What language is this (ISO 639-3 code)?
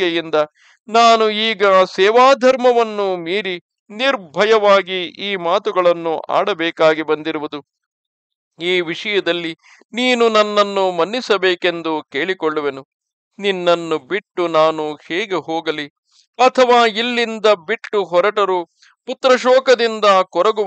kan